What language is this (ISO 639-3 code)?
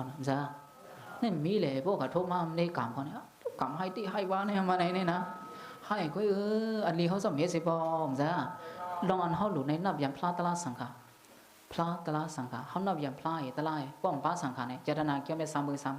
shn